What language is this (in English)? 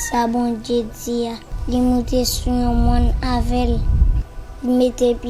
Haitian Creole